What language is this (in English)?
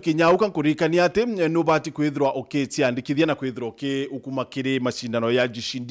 Meru